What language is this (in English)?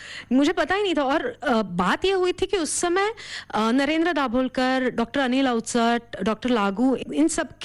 Hindi